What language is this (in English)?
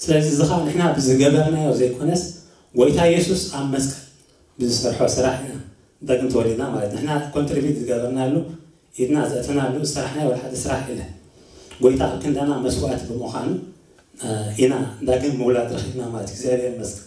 Tigrinya